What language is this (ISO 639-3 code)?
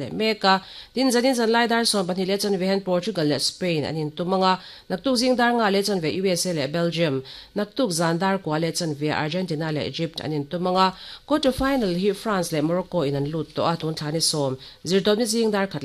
lus